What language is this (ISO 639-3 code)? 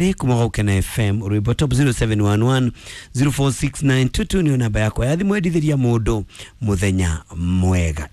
kik